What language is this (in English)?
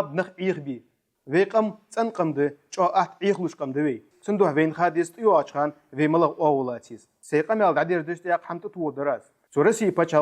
Ingush